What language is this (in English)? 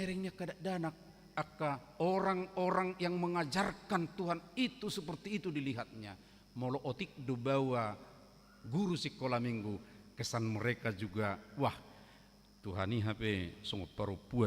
Batak Toba